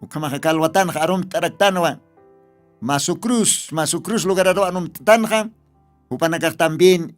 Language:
Aymara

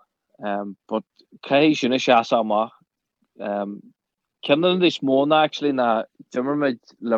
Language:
Irish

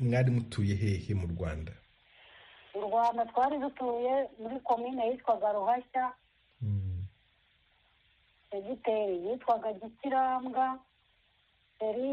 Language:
Kinyarwanda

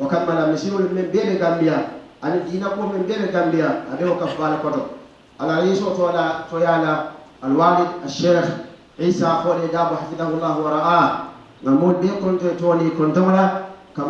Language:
Fula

